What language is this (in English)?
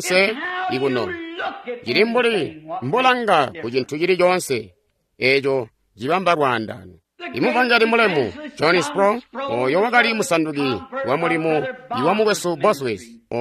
Tonga (Zambia)